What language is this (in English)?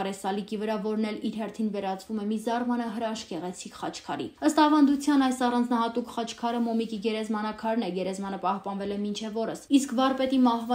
Armenian